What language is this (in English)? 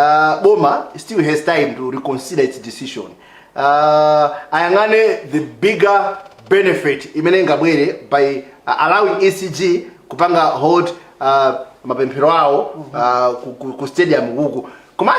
Nyanja